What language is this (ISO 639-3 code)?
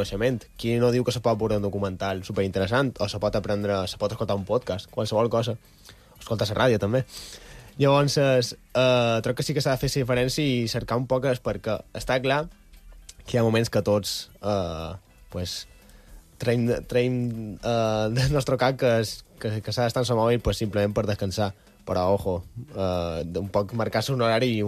cat